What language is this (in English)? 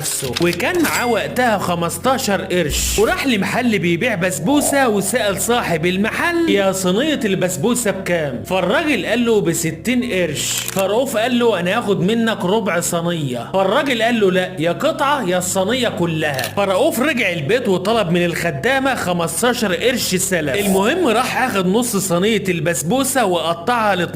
Egyptian Arabic